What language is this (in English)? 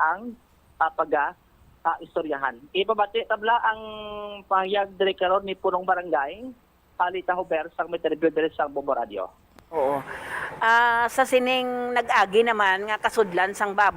Hiligaynon